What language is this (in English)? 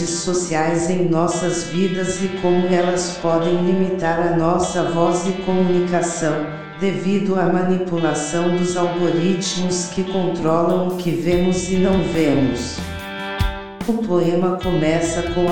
Portuguese